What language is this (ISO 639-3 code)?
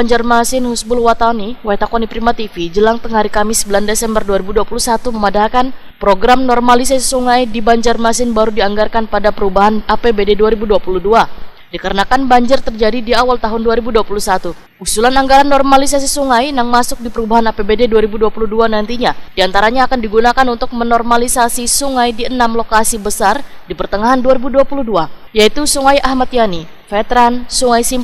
bjn